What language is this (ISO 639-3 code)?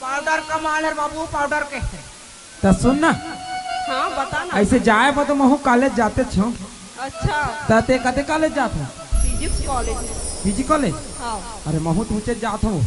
hne